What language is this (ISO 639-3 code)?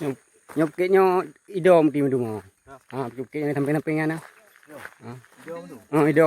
ace